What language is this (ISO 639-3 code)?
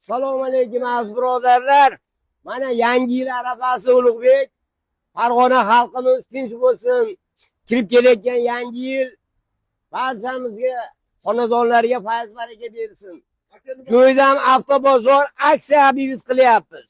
uzb